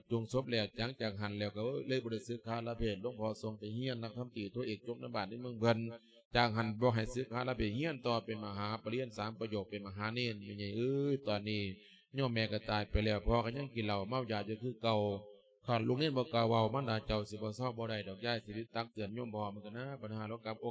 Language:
Lao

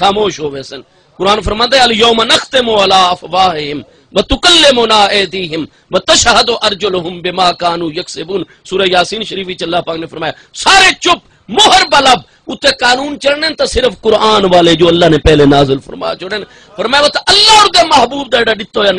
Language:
Saraiki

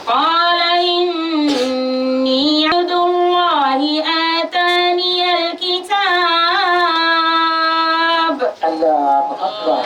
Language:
Dagbani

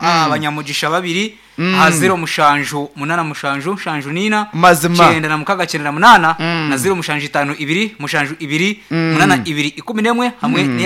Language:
Nyankole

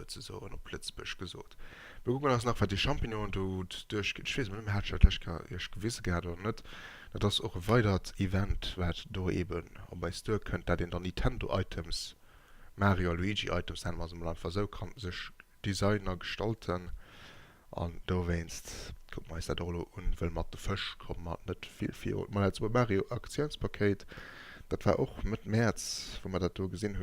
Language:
Luxembourgish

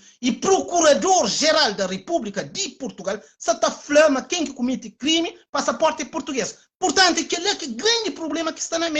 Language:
Kabuverdianu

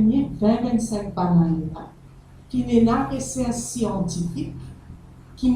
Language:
Morisyen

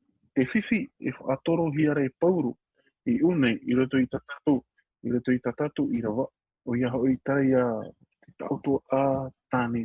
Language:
Tahitian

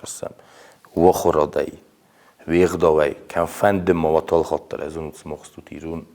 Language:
Ossetic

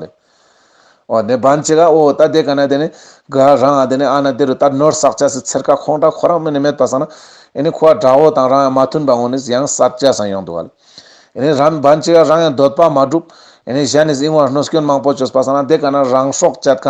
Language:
Ladakhi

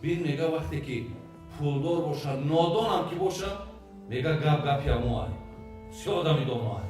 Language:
Tajik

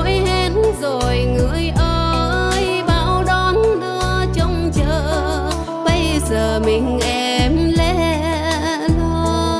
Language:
Vietnamese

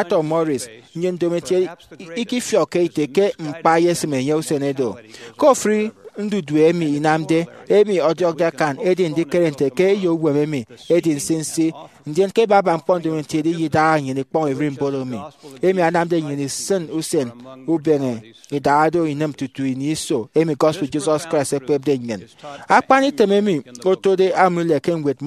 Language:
Efik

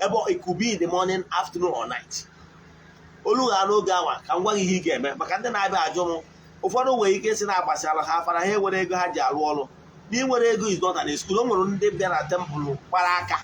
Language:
Igbo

